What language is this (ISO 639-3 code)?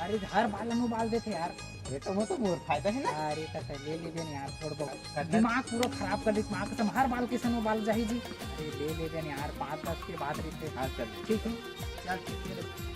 hne